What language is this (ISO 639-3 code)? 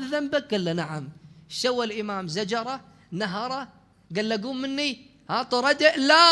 acm